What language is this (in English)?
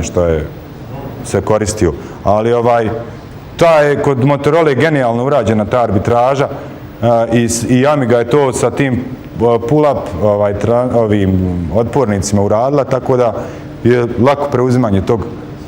Bosnian